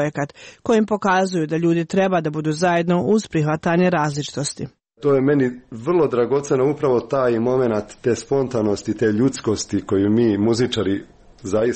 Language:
Serbian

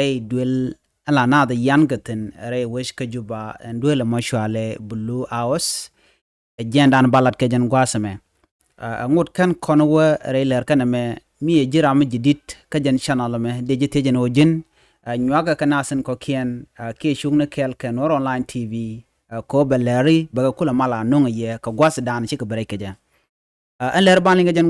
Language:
Nuer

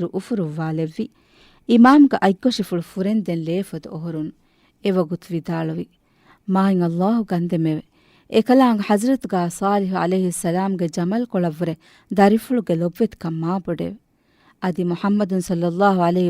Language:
Divehi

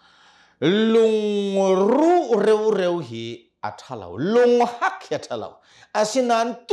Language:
Hakha Chin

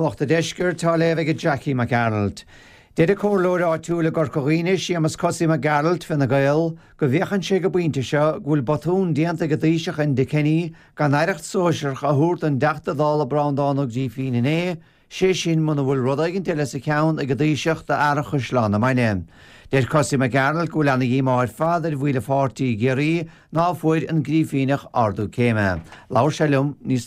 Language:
Irish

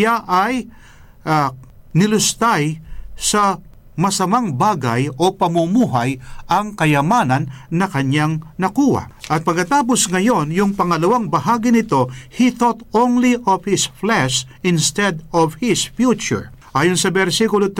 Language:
Filipino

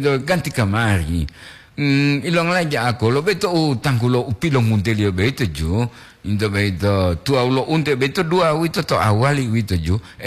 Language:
Gorontalo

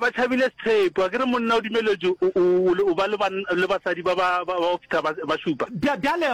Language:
Northern Sotho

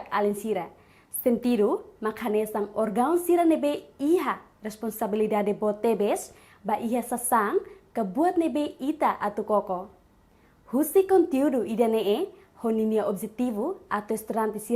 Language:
Tetum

